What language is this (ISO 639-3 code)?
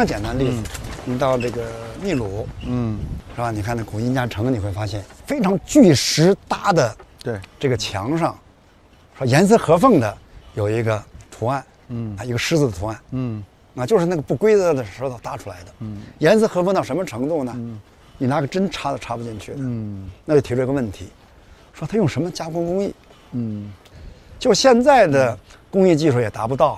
zho